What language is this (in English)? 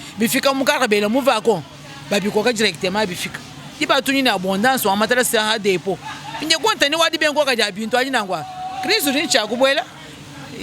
Luba-Lulua